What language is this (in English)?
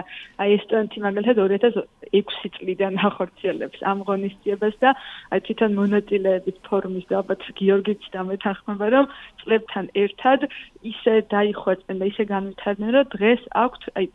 Georgian